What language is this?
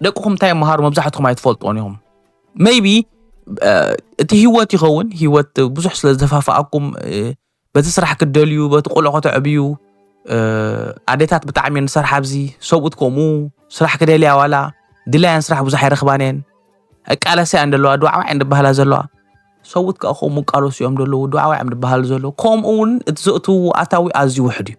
Tigrinya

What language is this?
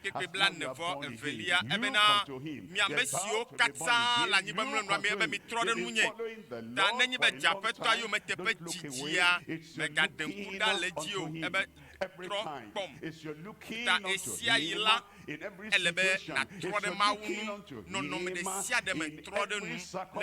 Ewe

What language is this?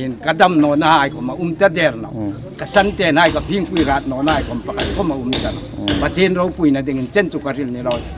Hmar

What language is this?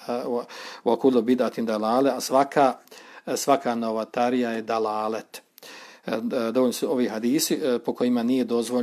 Bosnian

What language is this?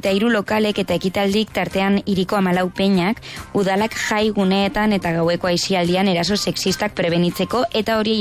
Basque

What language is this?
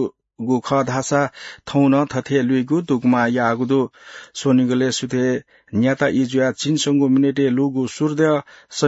Newari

